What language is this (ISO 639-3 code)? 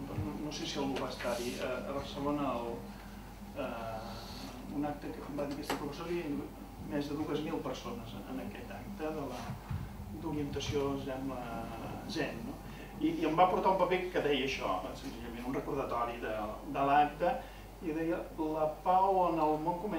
cat